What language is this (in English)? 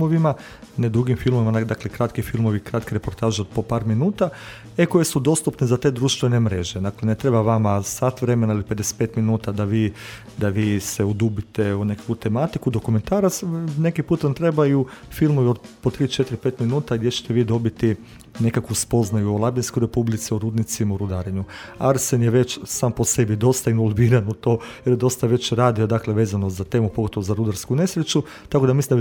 Croatian